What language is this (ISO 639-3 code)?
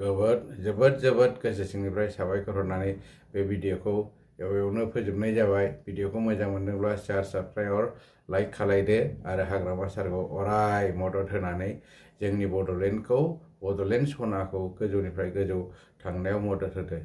brx